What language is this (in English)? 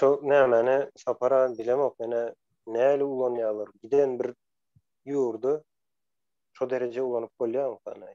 Turkmen